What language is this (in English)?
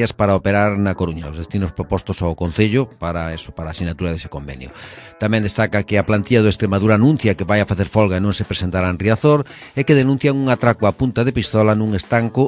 Galician